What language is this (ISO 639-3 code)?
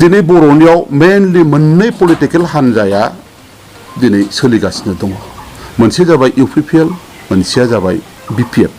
brx